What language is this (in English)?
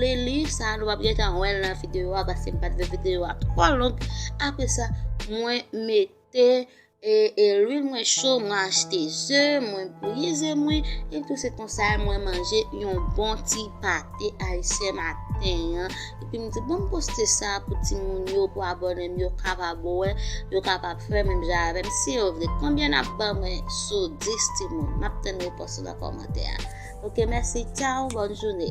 Haitian Creole